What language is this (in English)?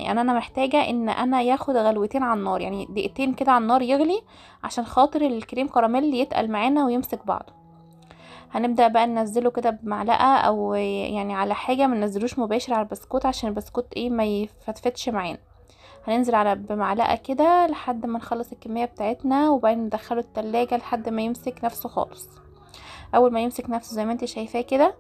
Egyptian Arabic